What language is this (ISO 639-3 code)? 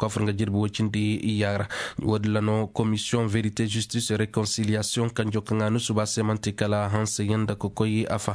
ses